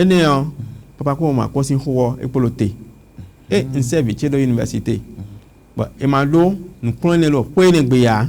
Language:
Fon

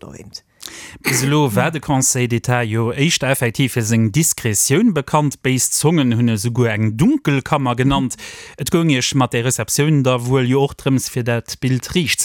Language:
Luxembourgish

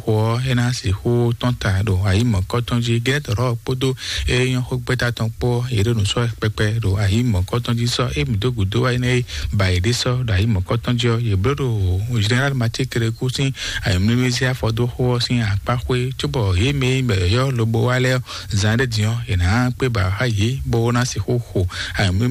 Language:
Fon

